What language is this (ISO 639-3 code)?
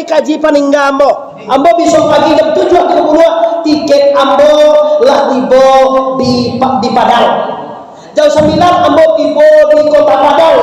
min